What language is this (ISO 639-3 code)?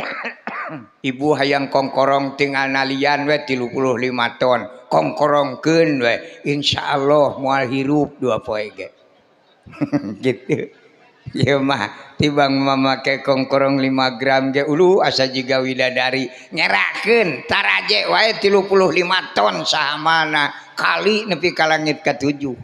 sun